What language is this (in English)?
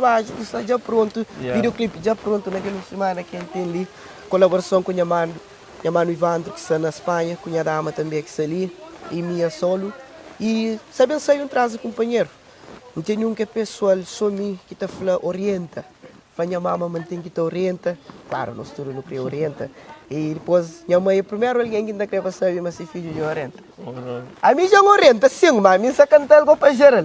Kabuverdianu